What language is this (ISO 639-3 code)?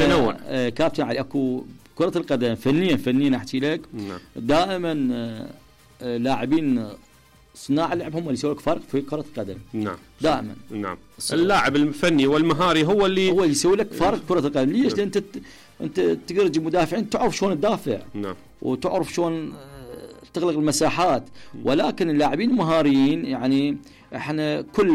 acm